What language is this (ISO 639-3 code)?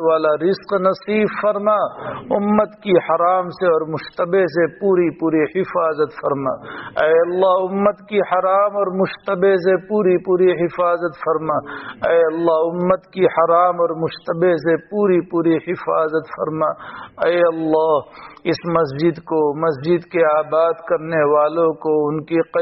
urd